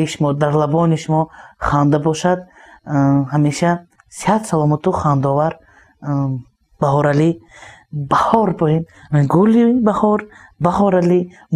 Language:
Tajik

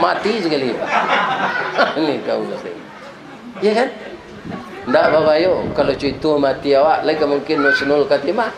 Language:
Minangkabau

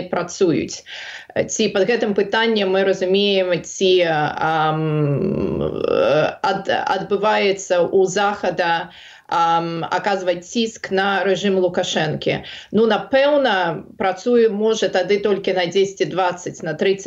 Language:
Belarusian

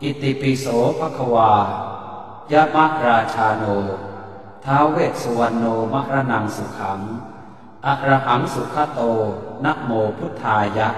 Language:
Pali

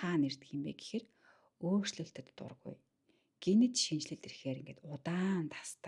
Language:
Mongolian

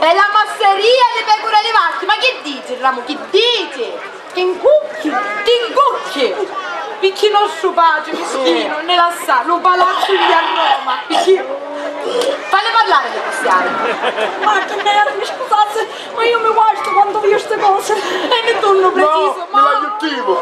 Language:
Sicilian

